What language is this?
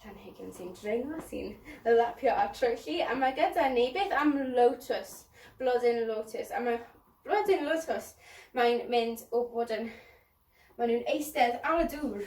Welsh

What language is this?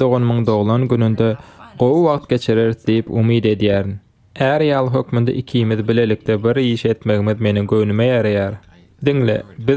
Turkmen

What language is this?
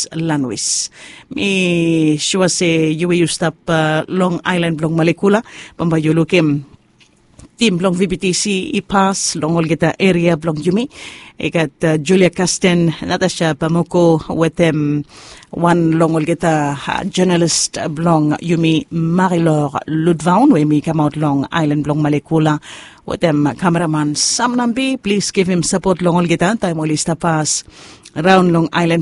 Bislama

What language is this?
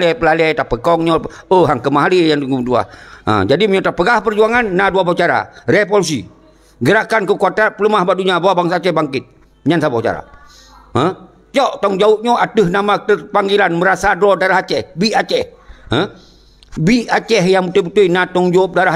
Achinese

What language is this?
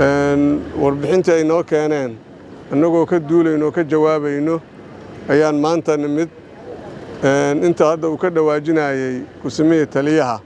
Somali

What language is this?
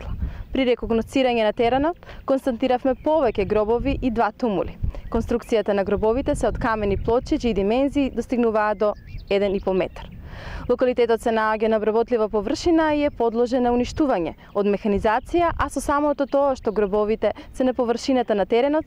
Macedonian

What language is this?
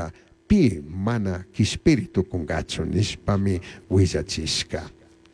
Chimborazo Highland Quichua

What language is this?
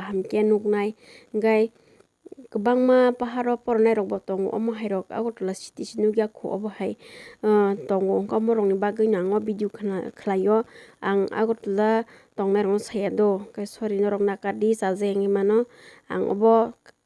Kok Borok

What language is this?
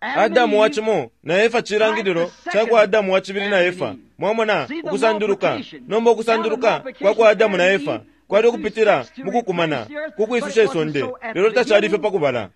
Bemba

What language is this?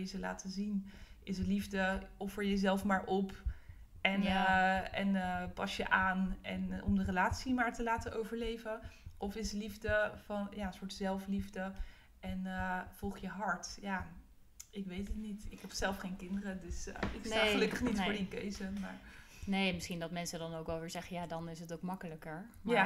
Dutch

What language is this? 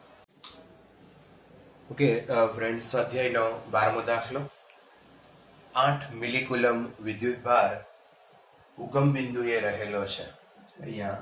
Gujarati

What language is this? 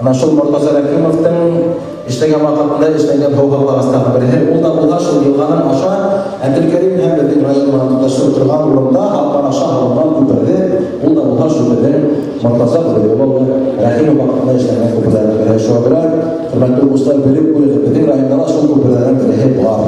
Bashkir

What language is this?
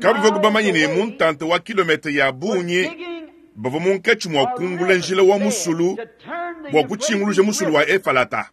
Luba-Lulua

